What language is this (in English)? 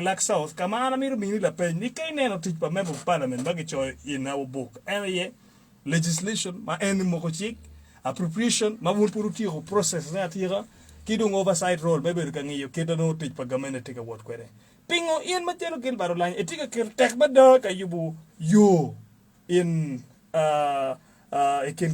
Acoli